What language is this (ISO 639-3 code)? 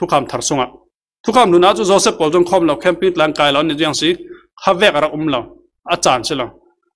cfm